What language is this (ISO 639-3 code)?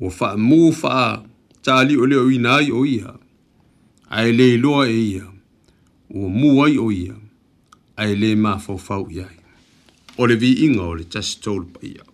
smo